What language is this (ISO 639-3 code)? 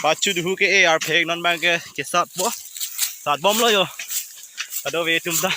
mjw